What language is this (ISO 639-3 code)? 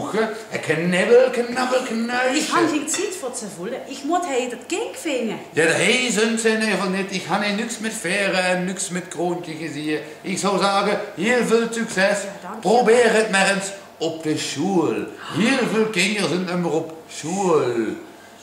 lim